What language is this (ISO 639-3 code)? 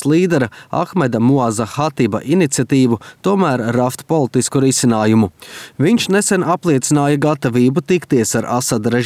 lav